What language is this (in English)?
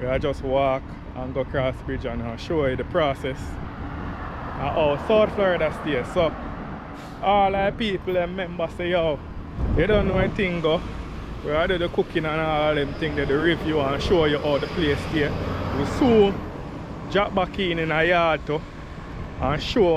Jamaican Creole English